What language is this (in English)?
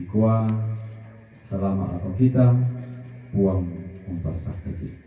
Toraja-Sa'dan